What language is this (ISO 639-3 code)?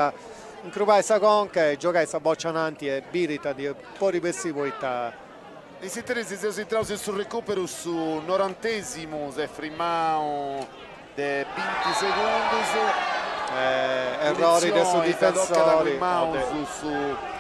srd